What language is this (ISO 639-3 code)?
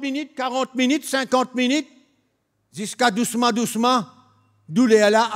mfe